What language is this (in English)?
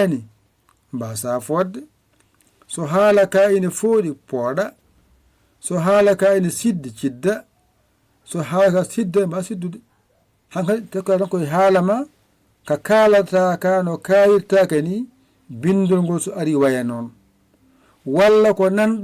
Fula